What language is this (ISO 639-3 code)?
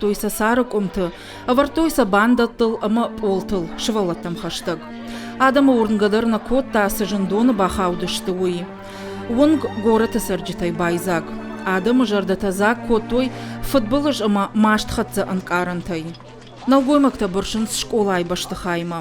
oss